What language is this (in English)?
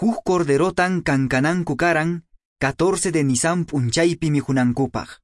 Quechua